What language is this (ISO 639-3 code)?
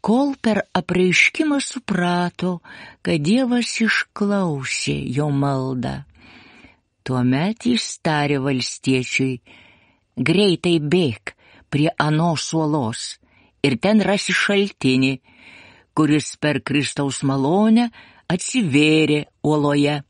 lit